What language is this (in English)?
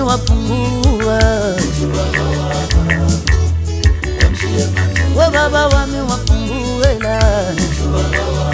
Swahili